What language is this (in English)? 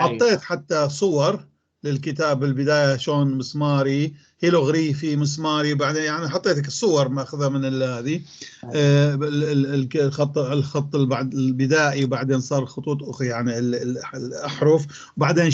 North Levantine Arabic